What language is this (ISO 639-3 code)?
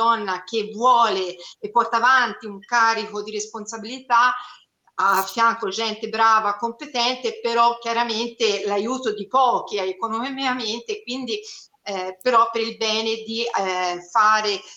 ita